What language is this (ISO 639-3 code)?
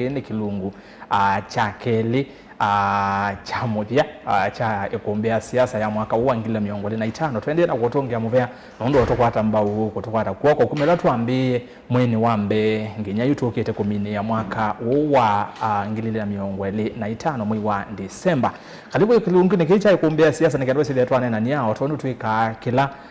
kam